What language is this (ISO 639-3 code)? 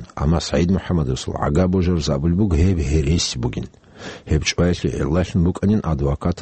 ava